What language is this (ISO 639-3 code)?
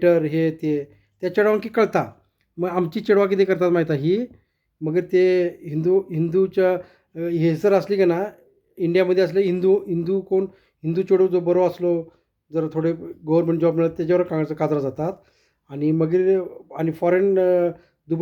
kok